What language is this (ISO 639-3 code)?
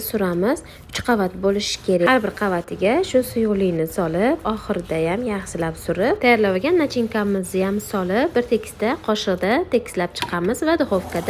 uzb